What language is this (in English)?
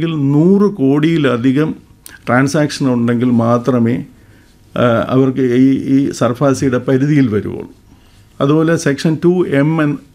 Malayalam